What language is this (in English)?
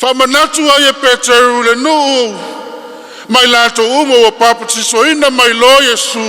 Samoan